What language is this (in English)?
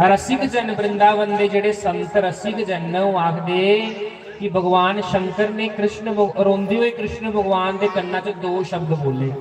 Dogri